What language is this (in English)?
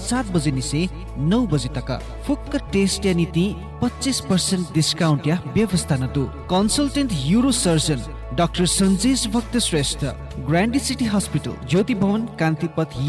Newari